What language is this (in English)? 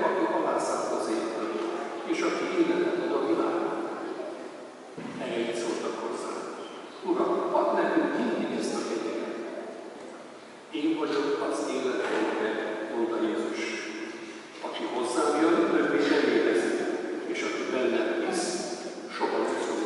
Hungarian